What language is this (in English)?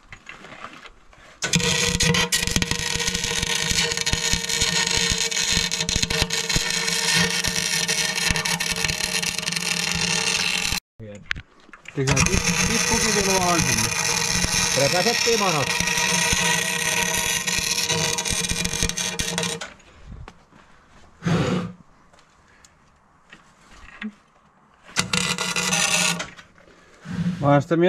Finnish